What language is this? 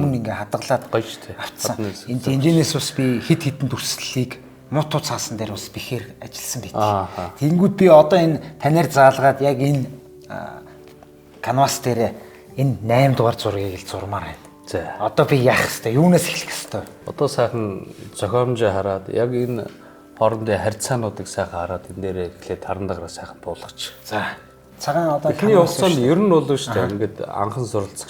Mongolian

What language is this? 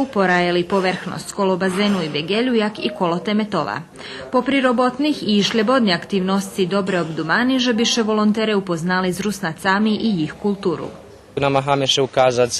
Rusyn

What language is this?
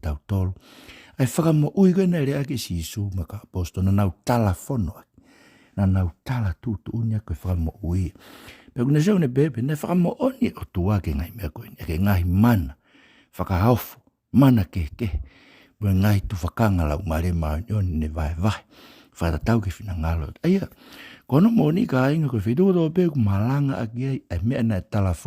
Tongan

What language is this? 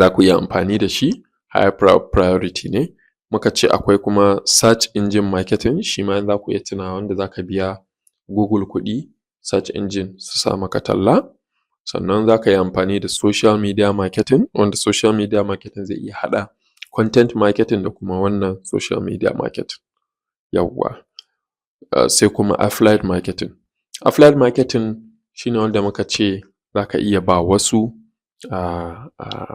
Hausa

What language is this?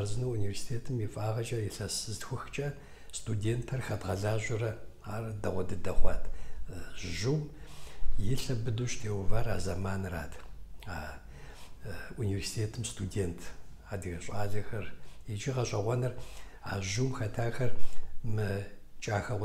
Kabardian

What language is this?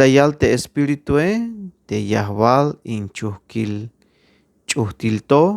Tzeltal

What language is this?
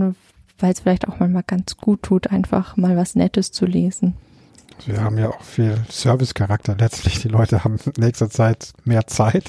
German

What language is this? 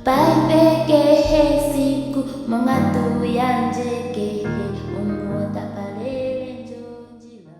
Ndonga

